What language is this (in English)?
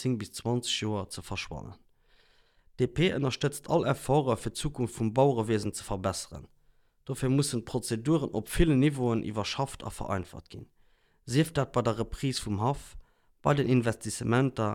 Luxembourgish